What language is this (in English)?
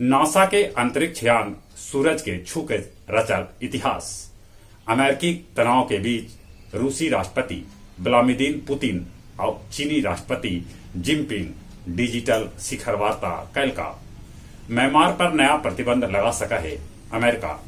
Magahi